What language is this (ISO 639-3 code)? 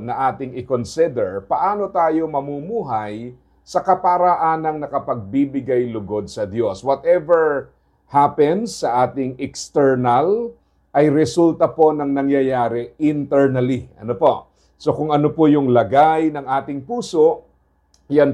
fil